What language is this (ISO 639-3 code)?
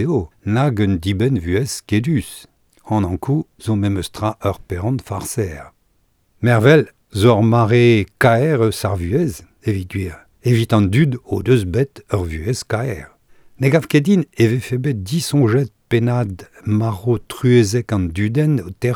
bre